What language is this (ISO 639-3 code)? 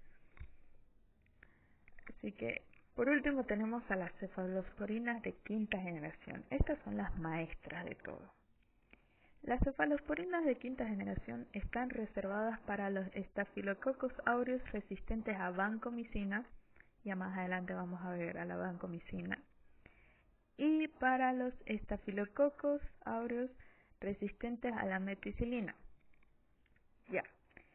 spa